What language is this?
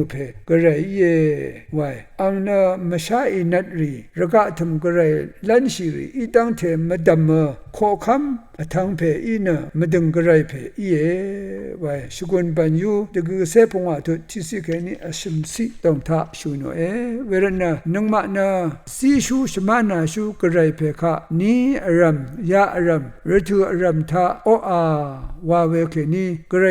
Rawang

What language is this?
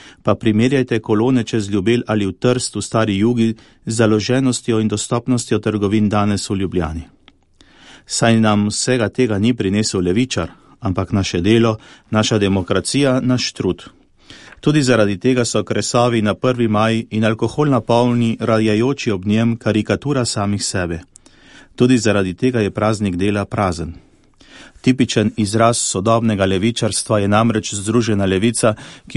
Slovenian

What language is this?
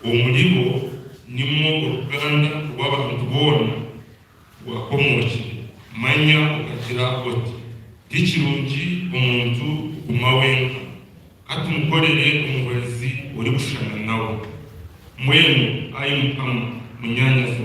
Nyankole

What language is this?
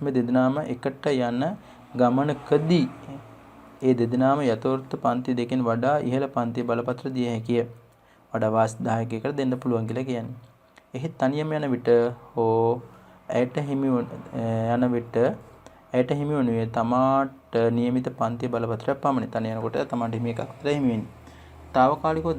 Sinhala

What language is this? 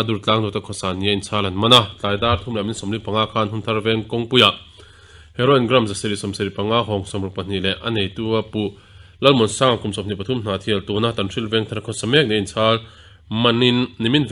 Mizo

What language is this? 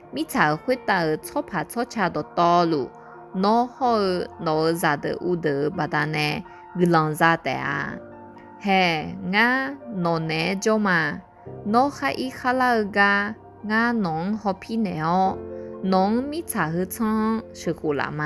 Akha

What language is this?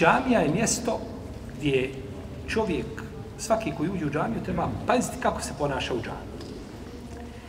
Bosnian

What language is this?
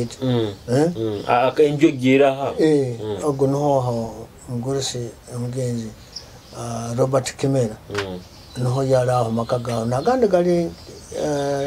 Nyoro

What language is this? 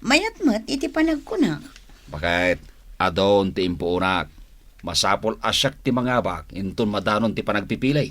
Iloko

